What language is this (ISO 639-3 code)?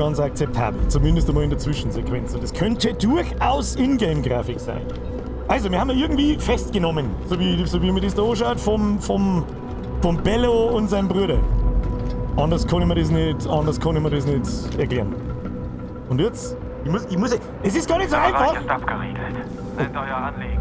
bar